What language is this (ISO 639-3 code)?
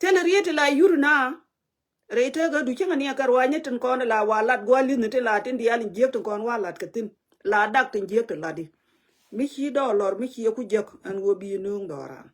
nus